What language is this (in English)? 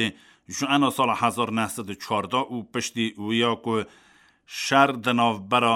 Kurdish